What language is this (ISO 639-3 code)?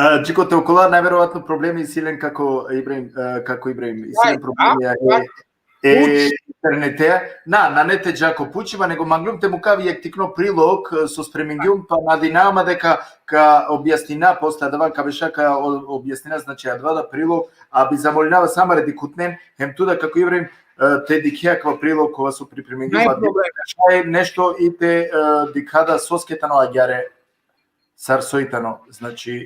rmn